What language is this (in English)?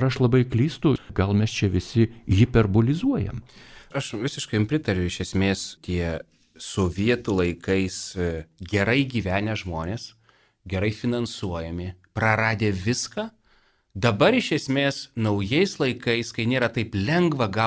Lithuanian